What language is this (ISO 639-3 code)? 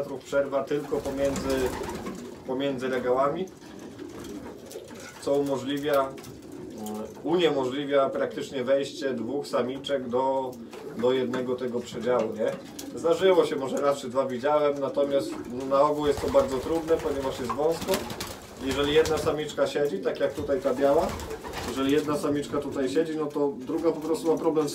pol